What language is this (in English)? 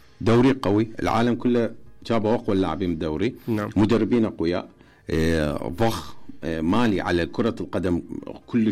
Mesopotamian Arabic